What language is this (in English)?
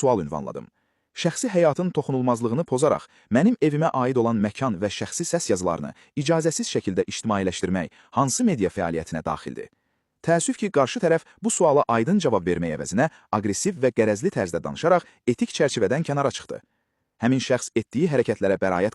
Azerbaijani